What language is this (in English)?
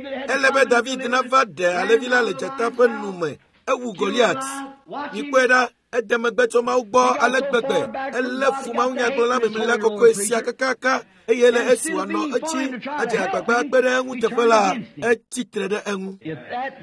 Ewe